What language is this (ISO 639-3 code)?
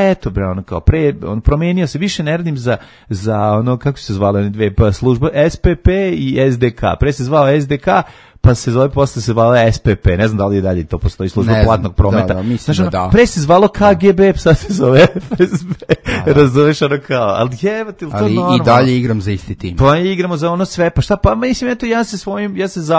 srp